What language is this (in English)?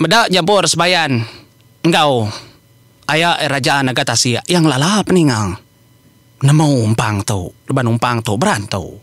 Iban